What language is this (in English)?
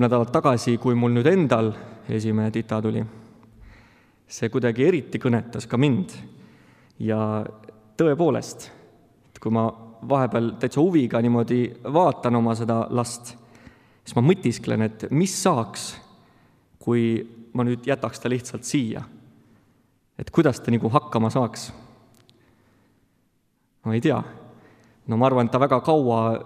Estonian